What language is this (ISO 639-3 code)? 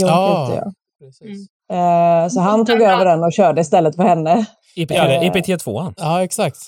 swe